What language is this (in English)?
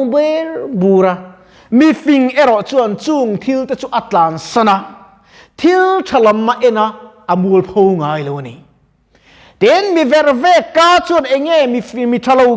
Mizo